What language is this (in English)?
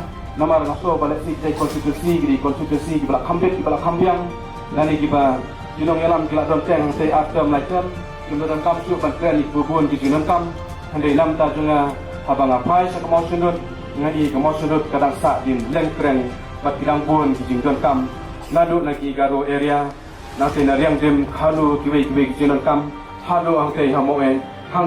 Khasi